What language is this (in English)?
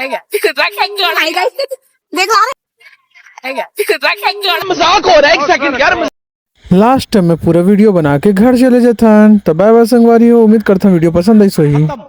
Chhattisgarhi